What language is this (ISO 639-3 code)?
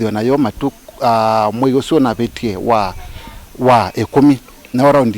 kam